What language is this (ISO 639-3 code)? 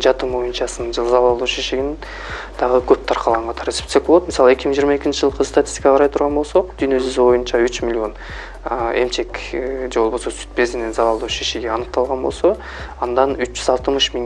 kir